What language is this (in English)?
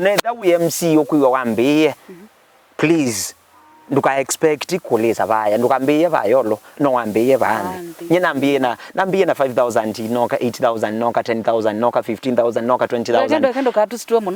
Kamba